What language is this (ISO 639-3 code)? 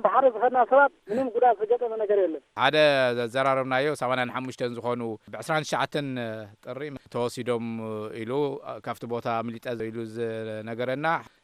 tir